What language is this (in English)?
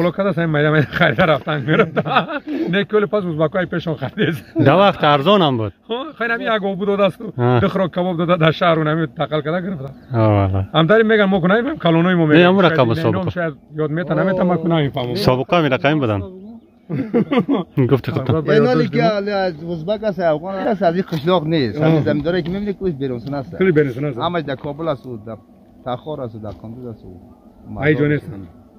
Persian